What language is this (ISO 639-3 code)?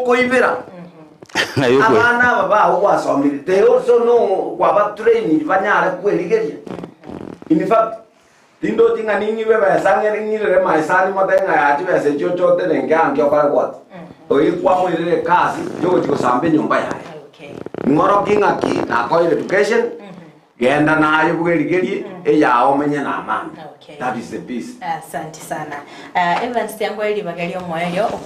guz